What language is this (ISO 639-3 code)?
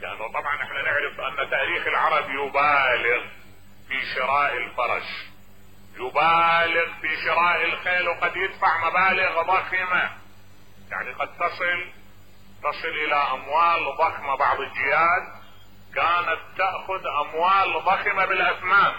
acm